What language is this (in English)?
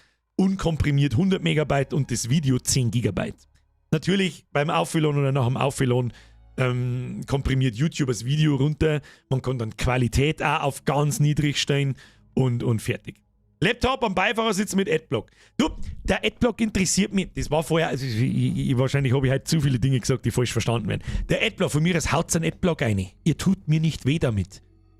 Bavarian